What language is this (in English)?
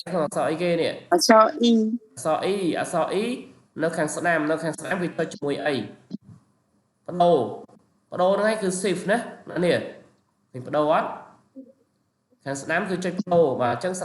Khmer